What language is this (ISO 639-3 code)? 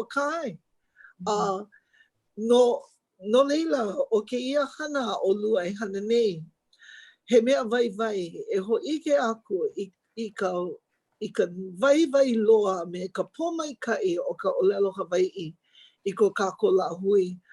haw